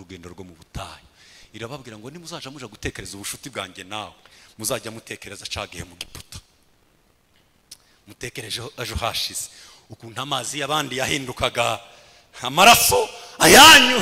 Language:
Kinyarwanda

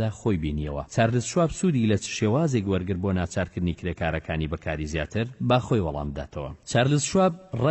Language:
Central Kurdish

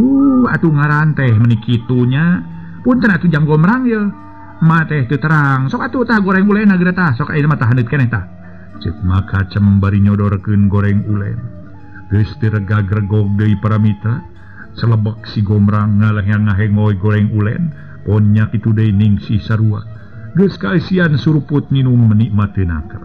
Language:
Sundanese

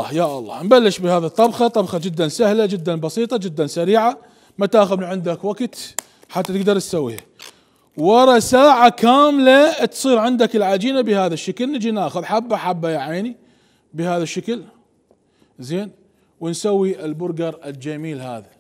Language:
Mesopotamian Arabic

